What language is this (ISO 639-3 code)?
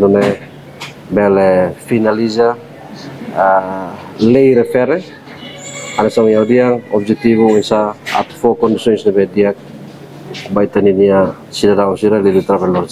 tet